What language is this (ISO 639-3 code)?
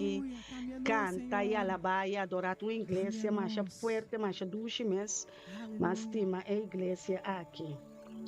pap